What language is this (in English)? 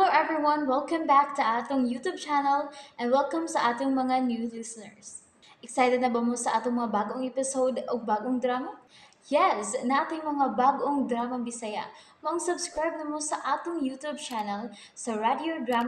Cebuano